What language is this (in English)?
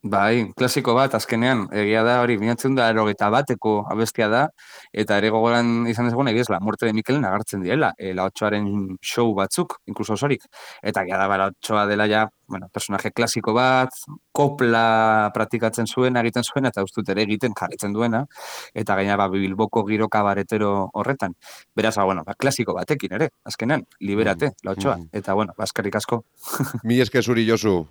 Basque